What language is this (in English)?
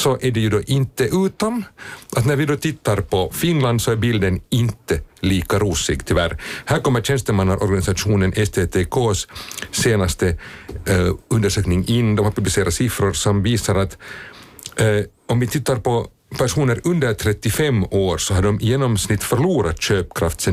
Swedish